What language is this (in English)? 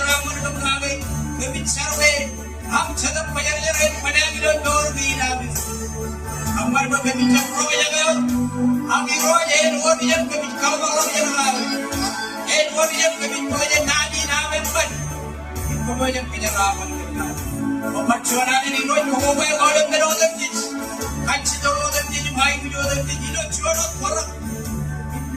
Marshallese